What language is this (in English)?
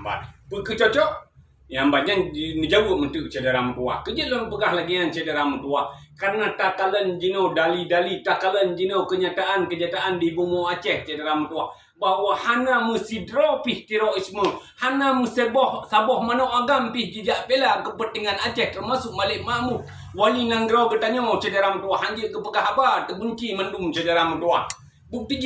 Achinese